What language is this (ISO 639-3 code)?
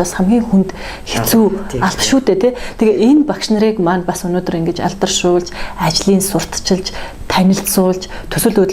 mon